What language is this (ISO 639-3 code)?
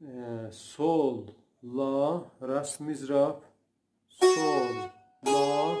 azb